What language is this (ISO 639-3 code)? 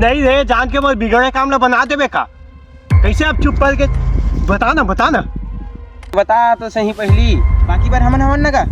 hne